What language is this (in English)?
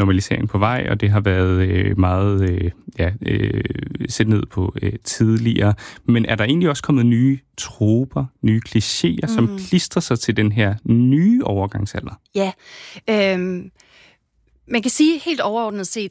Danish